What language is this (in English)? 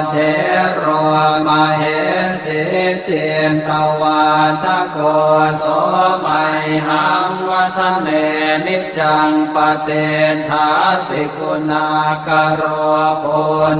Pali